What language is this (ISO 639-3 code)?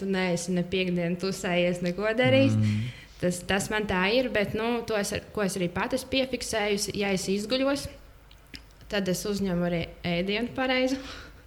lav